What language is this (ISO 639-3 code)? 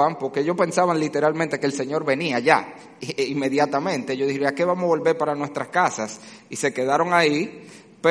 spa